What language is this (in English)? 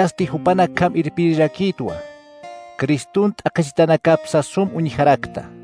Aymara